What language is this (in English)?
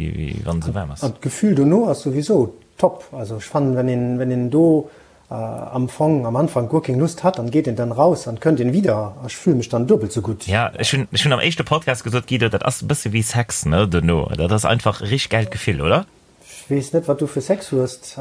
Luxembourgish